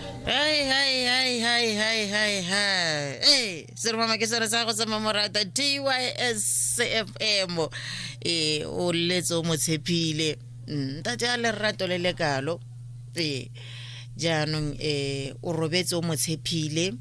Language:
Tswana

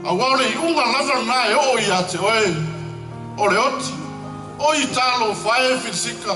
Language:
Samoan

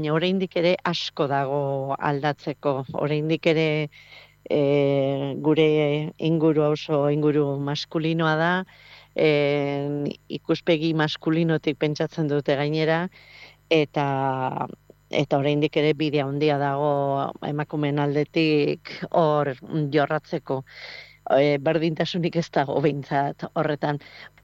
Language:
Basque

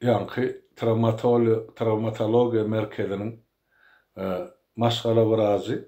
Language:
Turkmen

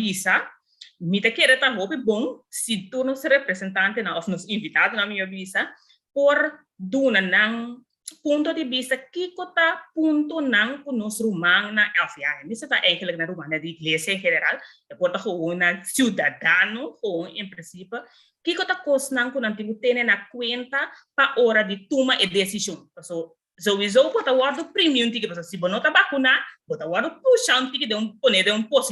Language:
Papiamento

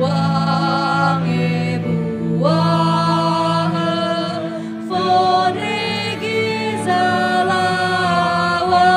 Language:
Nias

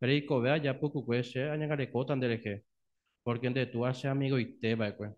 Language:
Guarani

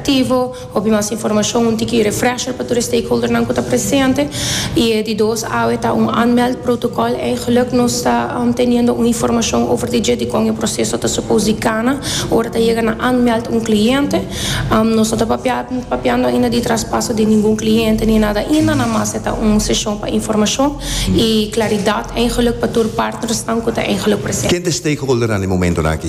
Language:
Papiamento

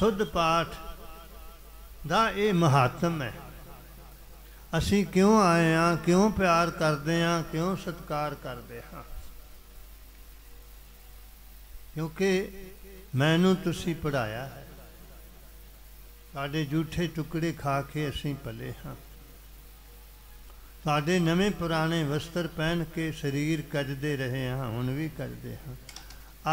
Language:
Punjabi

